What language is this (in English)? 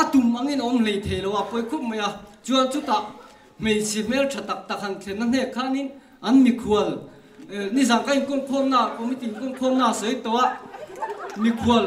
Mizo